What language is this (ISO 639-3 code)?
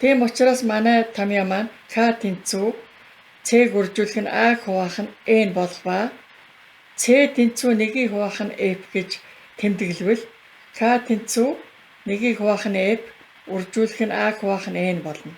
mon